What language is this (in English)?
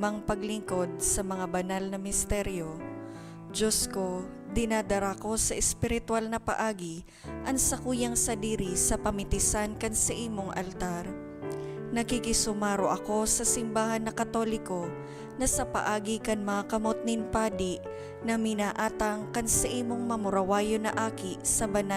Bikol